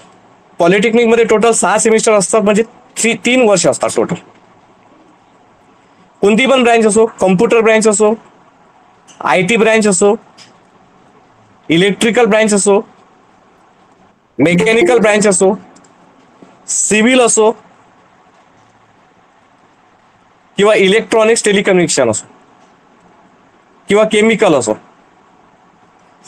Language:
Marathi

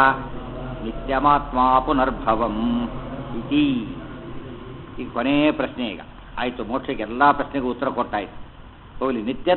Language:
Kannada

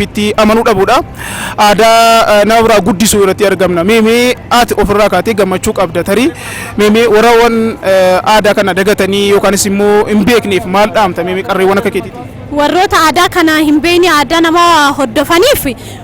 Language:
Oromo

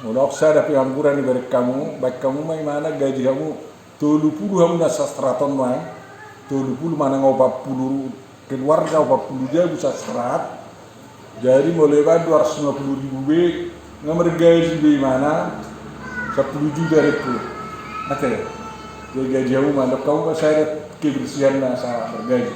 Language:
Batak Toba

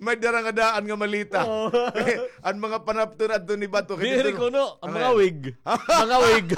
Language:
Waray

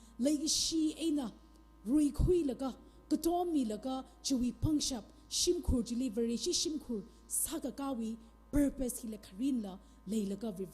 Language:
Tangkhul Naga (India)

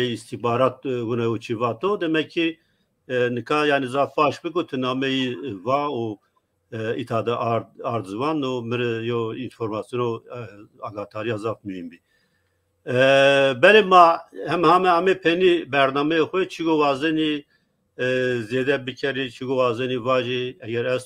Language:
Zaza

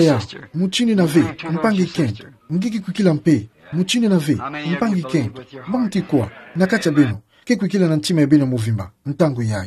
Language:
Kituba (Democratic Republic of Congo)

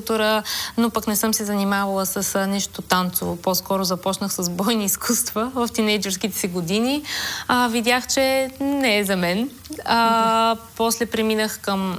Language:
Bulgarian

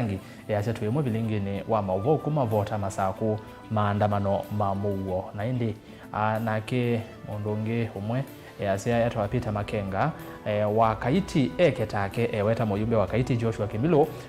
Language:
Kamba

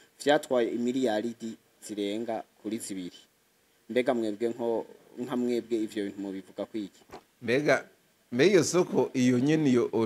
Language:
Rundi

